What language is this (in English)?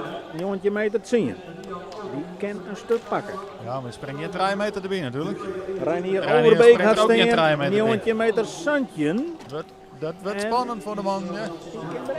Western Frisian